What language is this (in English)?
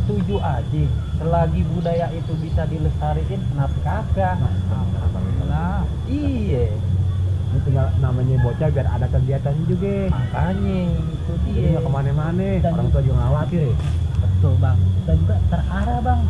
Betawi